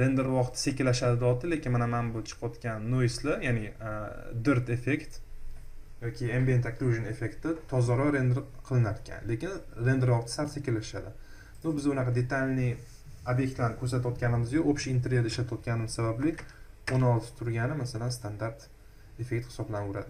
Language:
Uzbek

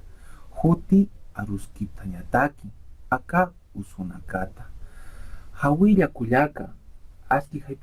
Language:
Aymara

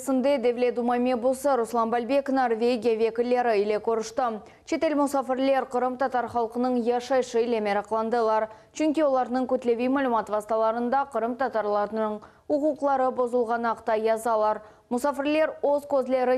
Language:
Crimean Tatar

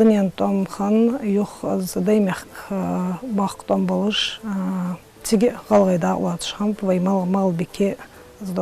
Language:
Ingush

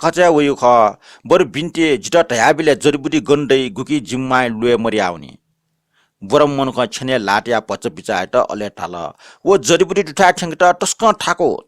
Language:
Newari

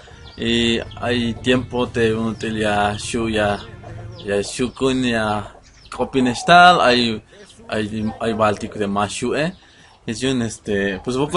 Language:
Tzeltal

